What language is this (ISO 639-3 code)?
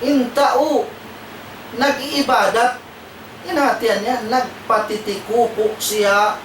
tsg